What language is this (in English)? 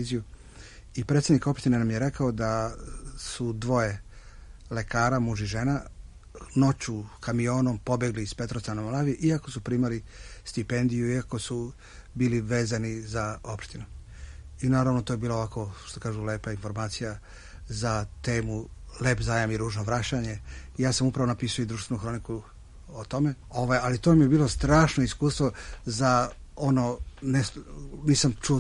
Serbian